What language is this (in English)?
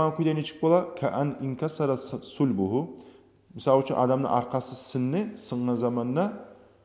Kumyk